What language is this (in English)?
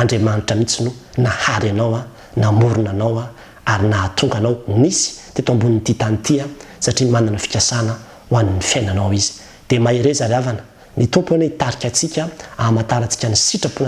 Malagasy